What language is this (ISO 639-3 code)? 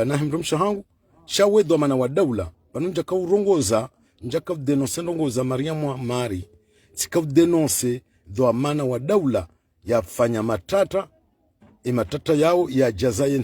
zdj